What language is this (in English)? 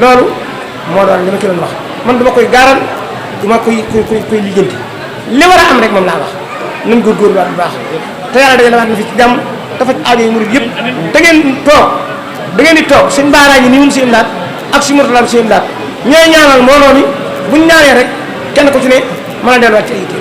Wolof